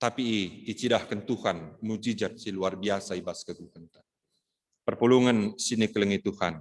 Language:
Batak Karo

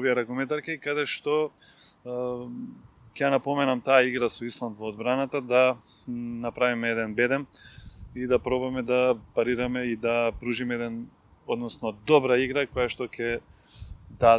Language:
Macedonian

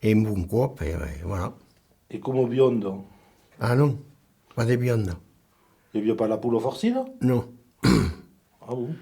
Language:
Occitan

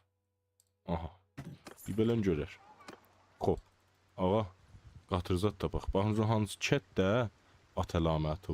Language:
South Azerbaijani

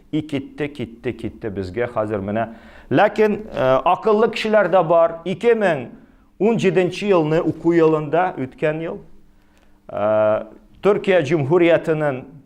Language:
Tatar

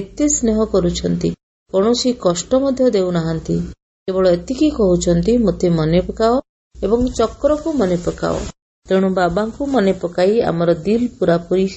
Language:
Odia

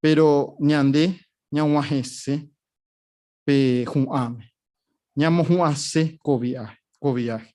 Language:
Guarani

